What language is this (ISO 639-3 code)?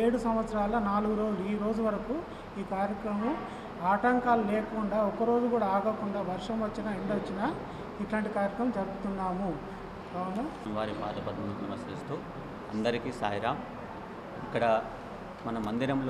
tel